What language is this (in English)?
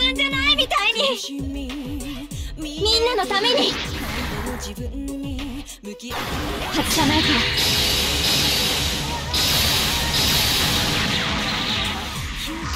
Japanese